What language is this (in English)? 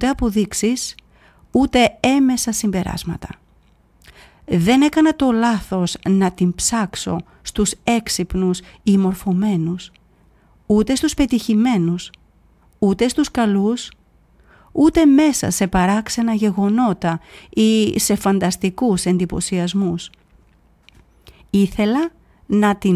Greek